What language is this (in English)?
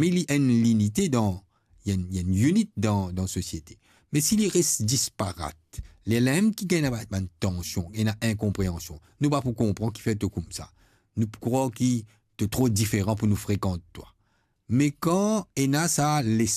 Morisyen